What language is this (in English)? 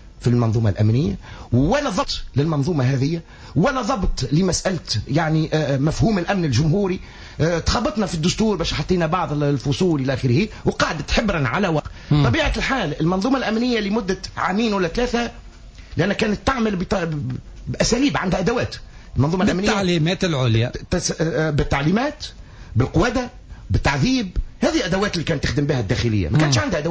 Tunisian Arabic